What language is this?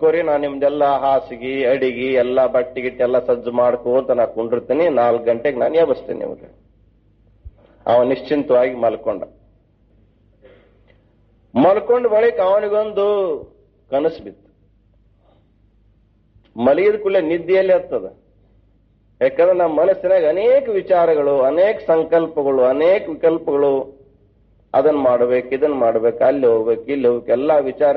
Kannada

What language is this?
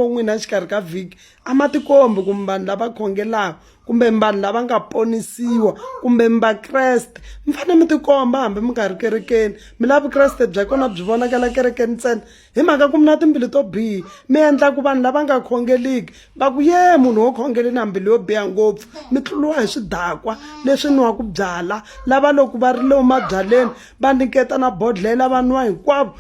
Tsonga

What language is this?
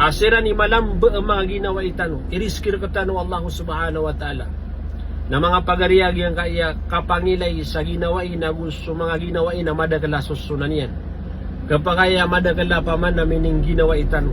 Maranao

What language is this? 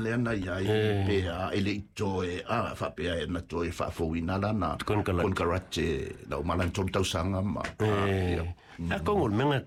Samoan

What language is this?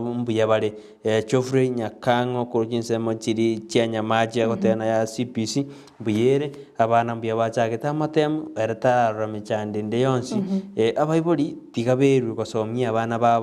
Gusii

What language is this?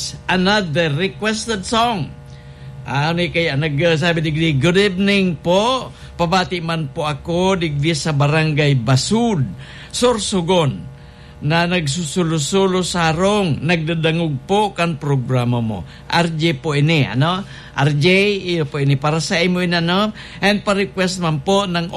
Bikol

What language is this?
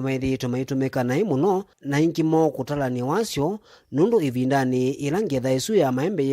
Kamba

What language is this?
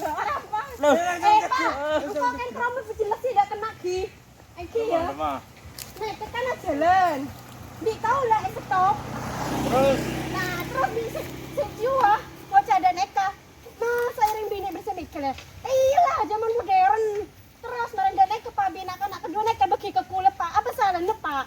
Madurese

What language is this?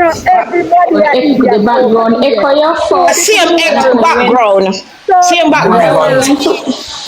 Jamaican Creole English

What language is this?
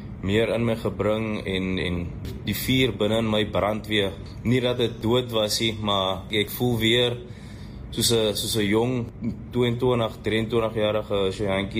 Afrikaans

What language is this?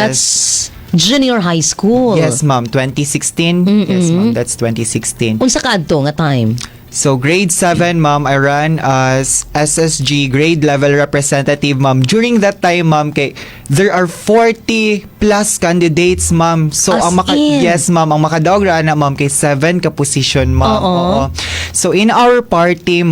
Cebuano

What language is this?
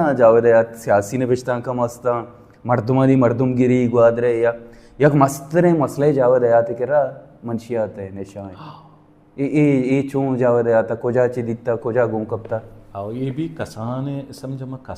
Baluchi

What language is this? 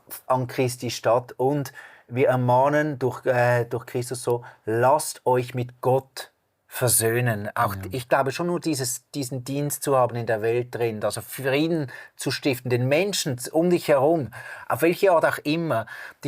Swiss German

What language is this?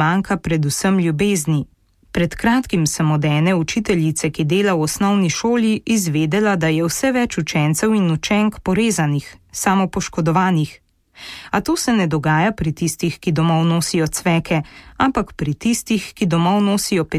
Slovenian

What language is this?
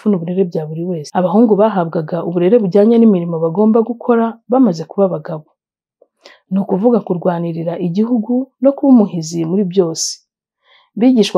Kinyarwanda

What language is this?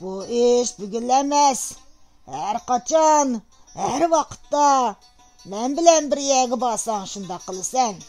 Uyghur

